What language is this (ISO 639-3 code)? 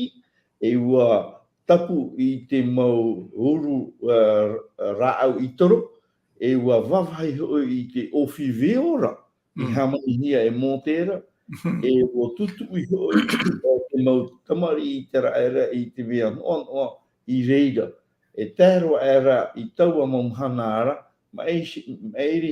tah